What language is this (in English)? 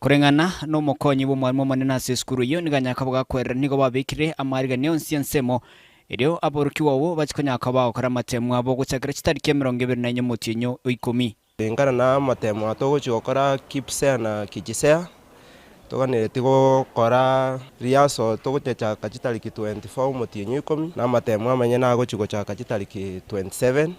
Gusii